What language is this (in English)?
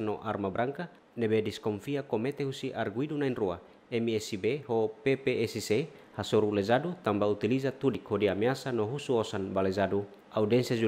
Tetum